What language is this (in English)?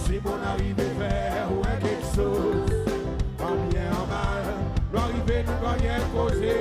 Seselwa Creole French